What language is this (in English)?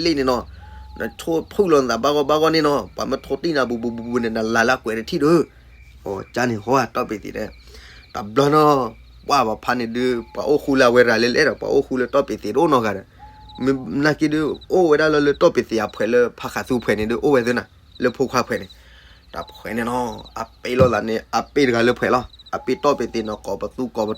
S'gaw Karen